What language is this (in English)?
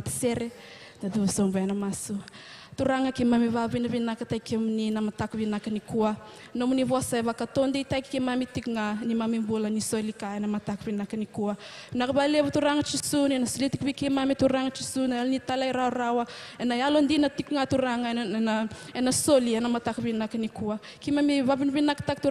Fijian